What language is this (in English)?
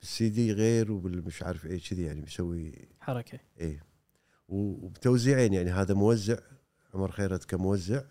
Gulf Arabic